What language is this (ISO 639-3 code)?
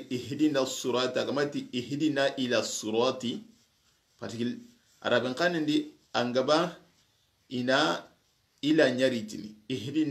snk